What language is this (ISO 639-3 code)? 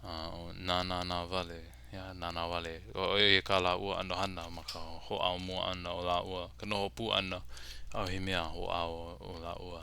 haw